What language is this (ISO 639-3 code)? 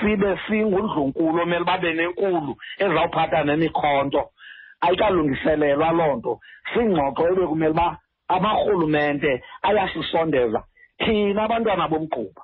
xho